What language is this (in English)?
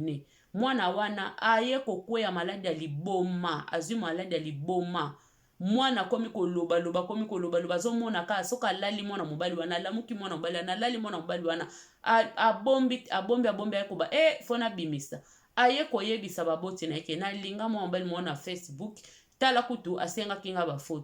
Lingala